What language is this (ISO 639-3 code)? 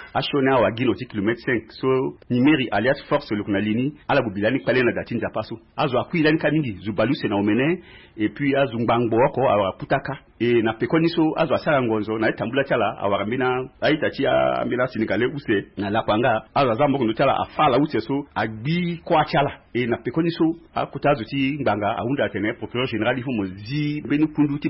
sag